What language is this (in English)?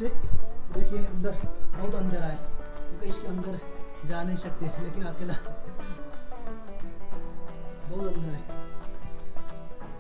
Hindi